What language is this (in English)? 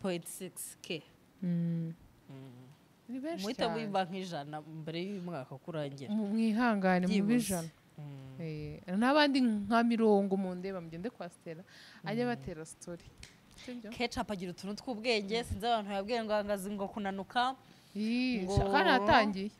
Kinyarwanda